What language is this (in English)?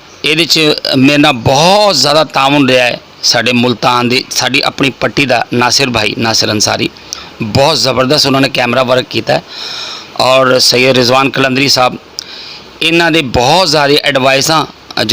Saraiki